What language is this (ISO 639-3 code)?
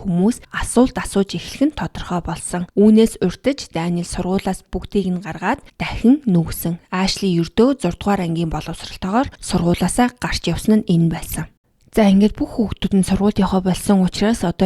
mon